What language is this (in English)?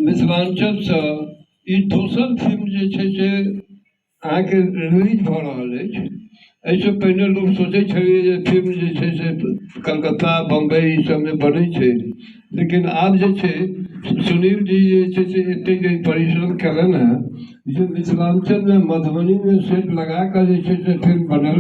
Maithili